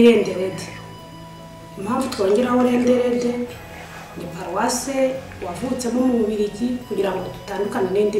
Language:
Kinyarwanda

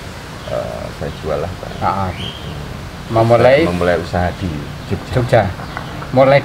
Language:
Indonesian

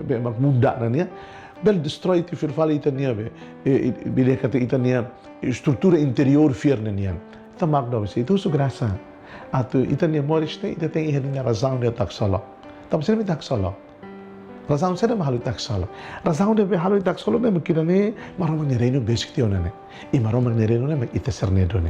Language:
Tetum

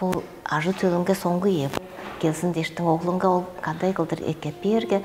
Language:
Tuvinian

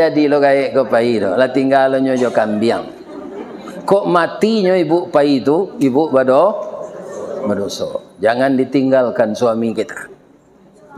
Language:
Minangkabau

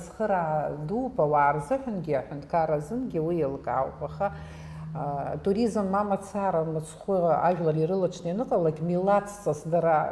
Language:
Abkhazian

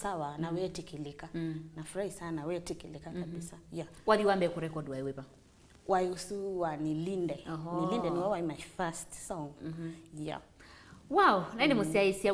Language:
Kamba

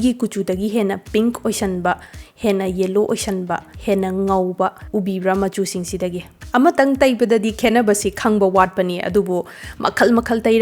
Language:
Manipuri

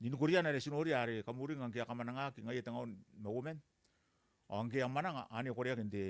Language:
Gilbertese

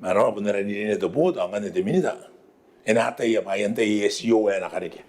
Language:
Gilbertese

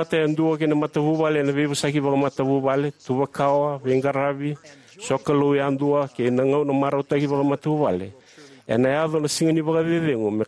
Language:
Fijian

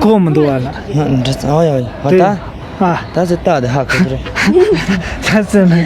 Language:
Tibetan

